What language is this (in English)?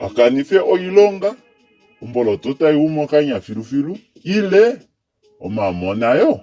Kuanyama